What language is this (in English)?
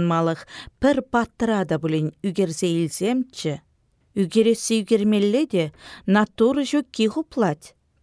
Chuvash